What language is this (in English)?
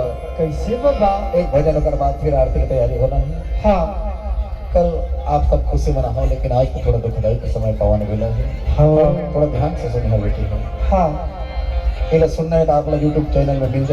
Chhattisgarhi